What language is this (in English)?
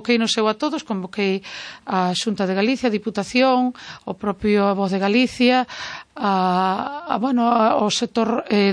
Galician